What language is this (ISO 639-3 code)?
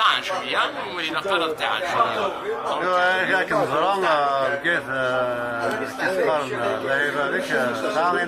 kab